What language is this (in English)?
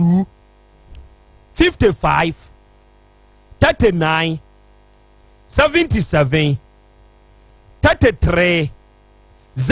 Akan